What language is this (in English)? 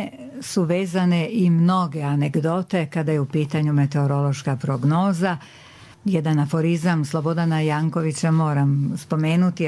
Bosnian